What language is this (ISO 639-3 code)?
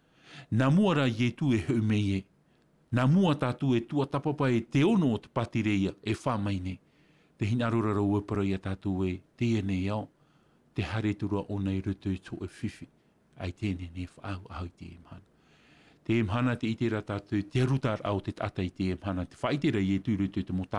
tah